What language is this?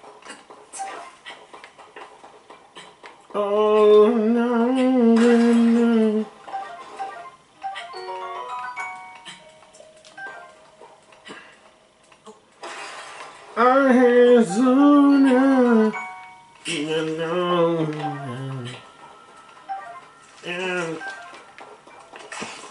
English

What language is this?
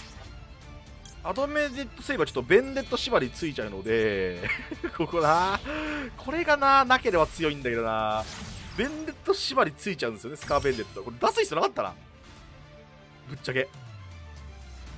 Japanese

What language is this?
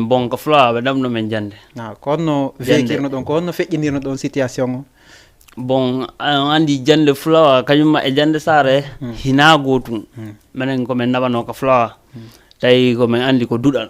Fula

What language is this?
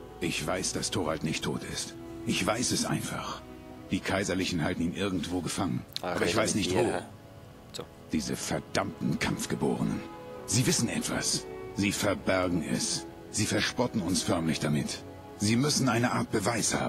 Swiss German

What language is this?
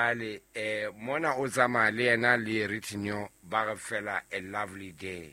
Southern Sotho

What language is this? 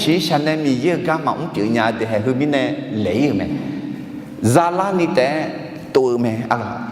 Akha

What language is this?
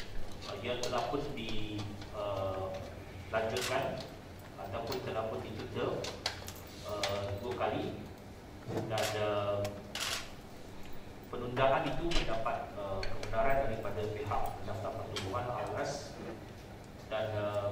Malay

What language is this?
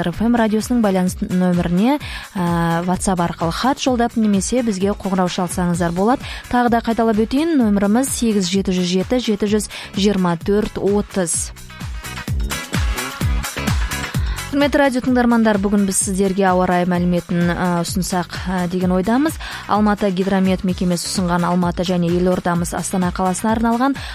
Kazakh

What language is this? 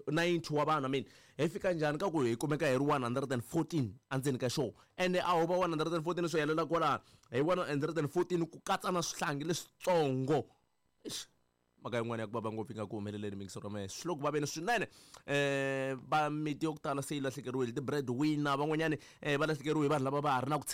Tsonga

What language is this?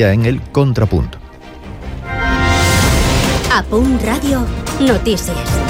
Catalan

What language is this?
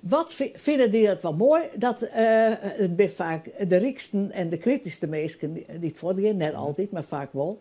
Western Frisian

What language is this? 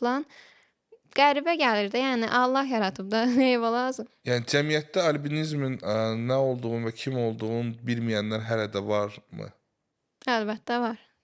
Azerbaijani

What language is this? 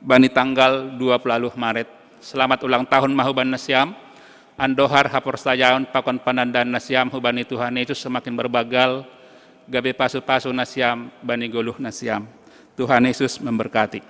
Batak Simalungun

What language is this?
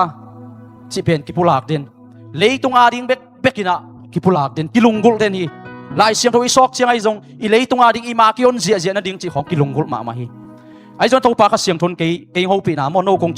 Tedim Chin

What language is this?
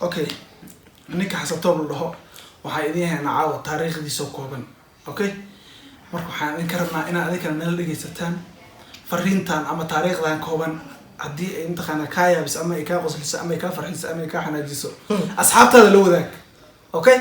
Somali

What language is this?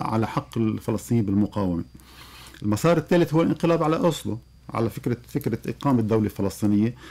Arabic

